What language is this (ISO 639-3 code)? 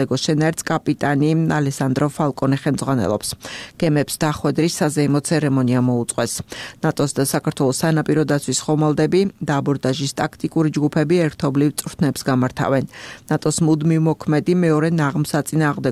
kat